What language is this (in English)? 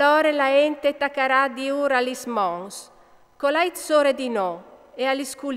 Friulian